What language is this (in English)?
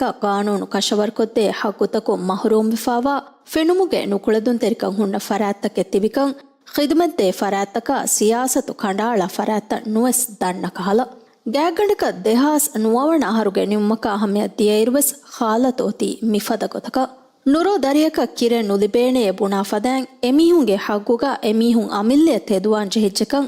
Divehi